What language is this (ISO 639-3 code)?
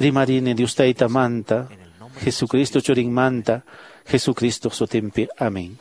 que